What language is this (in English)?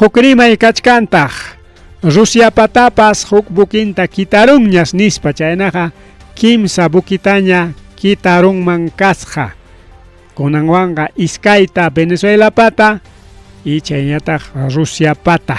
Ayacucho Quechua